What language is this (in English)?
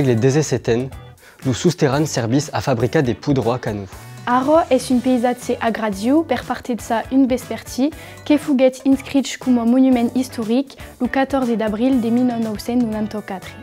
Occitan